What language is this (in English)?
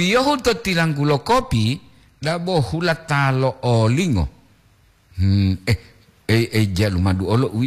Gorontalo